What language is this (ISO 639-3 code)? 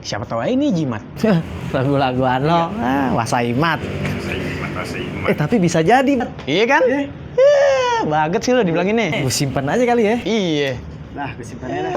bew